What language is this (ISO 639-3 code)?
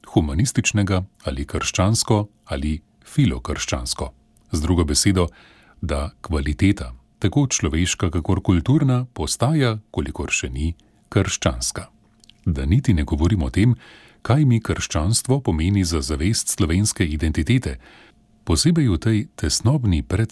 slv